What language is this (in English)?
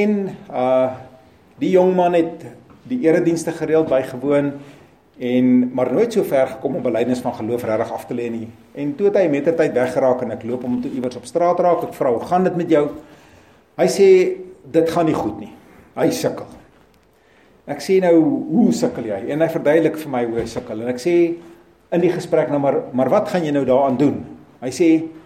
Afrikaans